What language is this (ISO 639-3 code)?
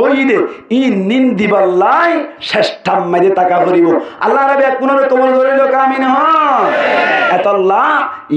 rhg